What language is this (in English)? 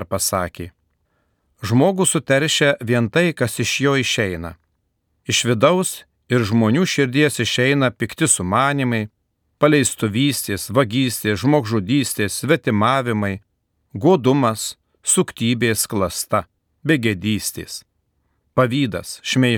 Lithuanian